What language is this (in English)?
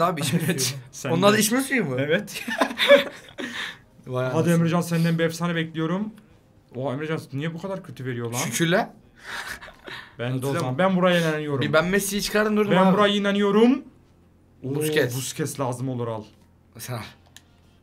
Turkish